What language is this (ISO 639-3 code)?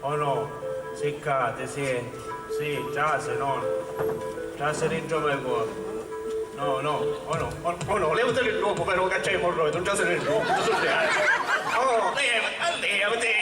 scn